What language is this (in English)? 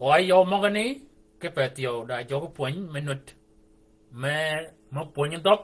Shilluk